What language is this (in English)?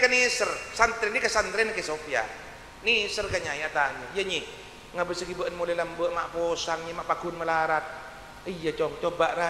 Madurese